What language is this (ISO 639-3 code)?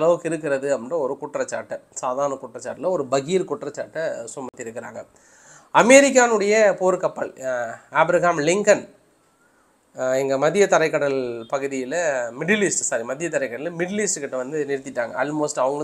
tam